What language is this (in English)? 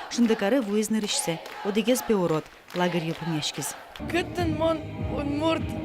Udmurt